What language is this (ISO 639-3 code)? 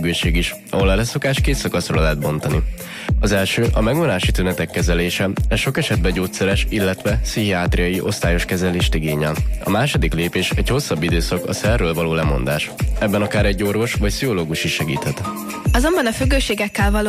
hun